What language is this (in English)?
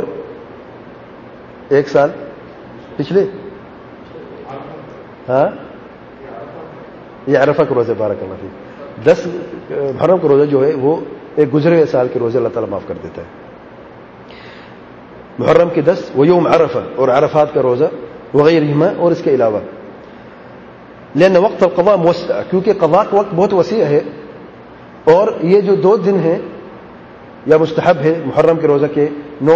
Urdu